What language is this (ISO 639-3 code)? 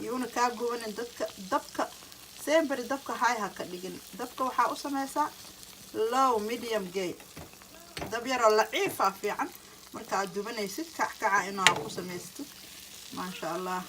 som